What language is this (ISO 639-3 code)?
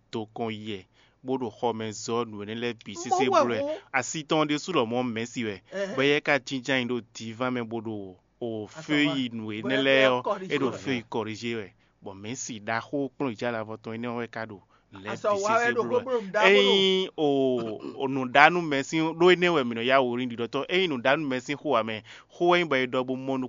fon